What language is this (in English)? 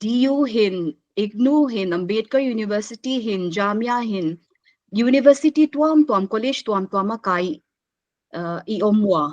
Paite Chin